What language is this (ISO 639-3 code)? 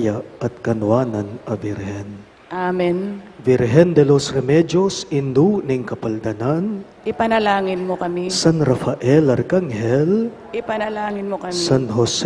pam